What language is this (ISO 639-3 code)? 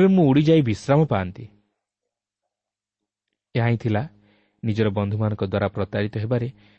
ori